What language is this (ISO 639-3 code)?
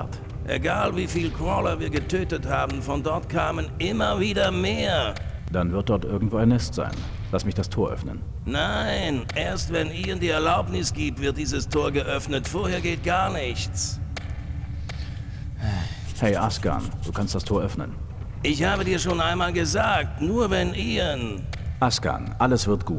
deu